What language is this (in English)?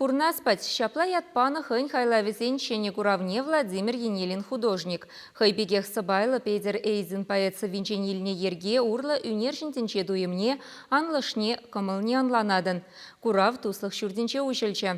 Chuvash